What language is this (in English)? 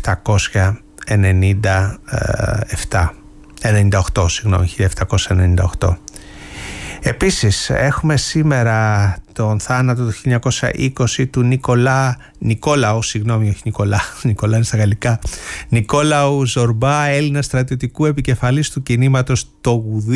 Greek